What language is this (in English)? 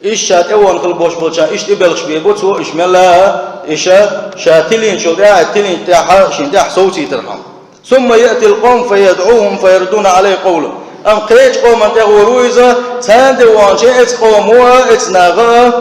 Chechen